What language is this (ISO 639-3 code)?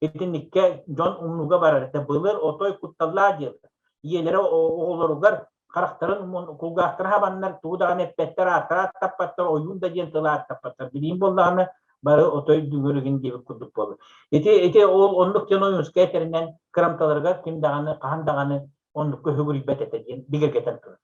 sah